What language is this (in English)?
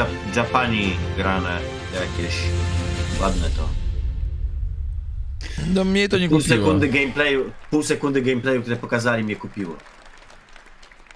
Polish